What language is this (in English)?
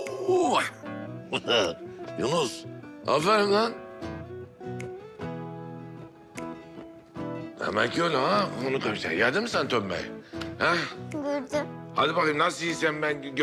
Turkish